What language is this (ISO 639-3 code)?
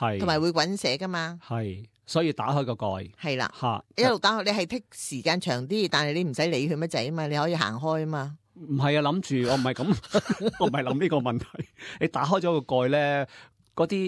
yue